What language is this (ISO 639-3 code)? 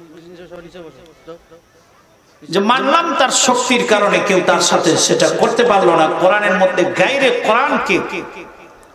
ben